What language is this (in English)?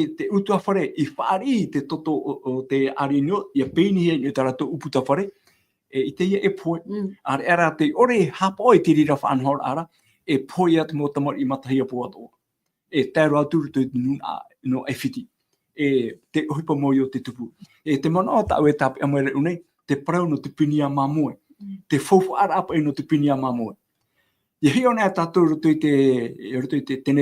Tahitian